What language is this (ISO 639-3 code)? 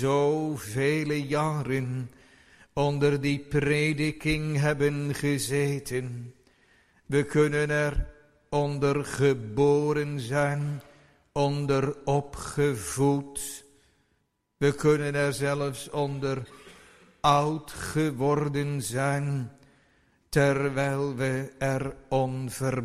nld